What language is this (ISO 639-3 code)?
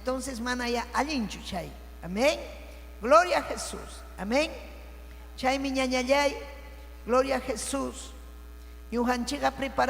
quy